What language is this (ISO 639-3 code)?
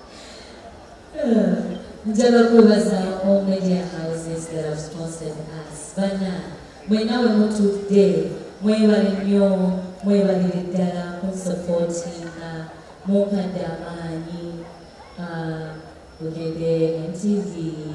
lug